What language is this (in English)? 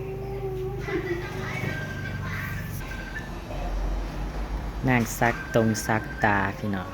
Northeastern Thai